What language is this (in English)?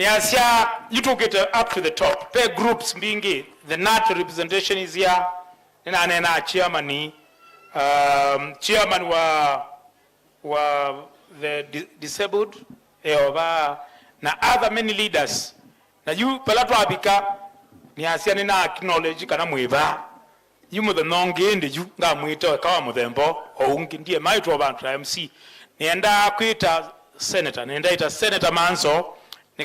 Kamba